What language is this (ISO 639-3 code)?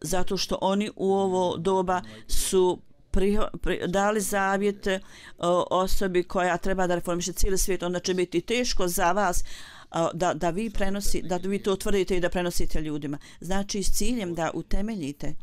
bos